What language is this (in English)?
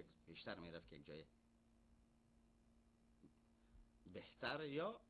Persian